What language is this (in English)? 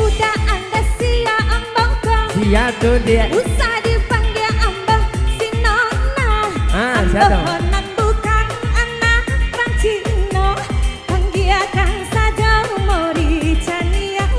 Minangkabau